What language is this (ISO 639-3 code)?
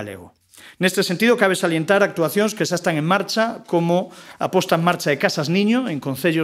glg